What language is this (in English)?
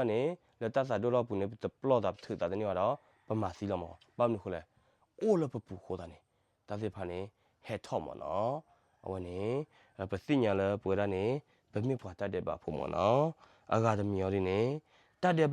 S'gaw Karen